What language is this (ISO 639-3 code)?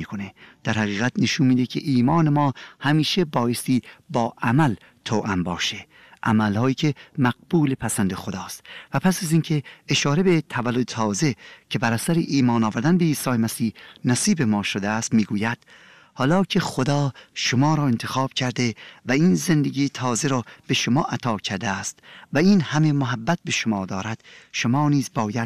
fas